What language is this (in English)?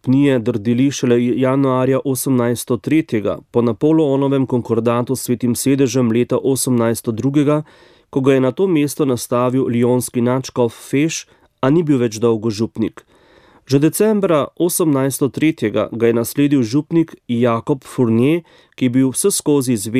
Slovenian